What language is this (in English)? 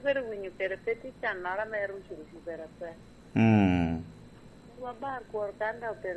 Lango (Uganda)